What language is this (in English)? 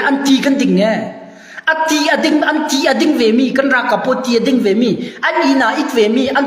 Hakha Chin